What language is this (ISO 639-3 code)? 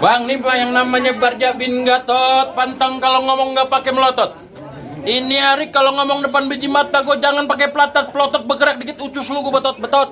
bew